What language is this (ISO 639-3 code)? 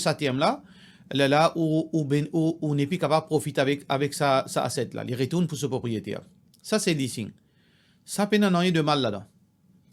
mfe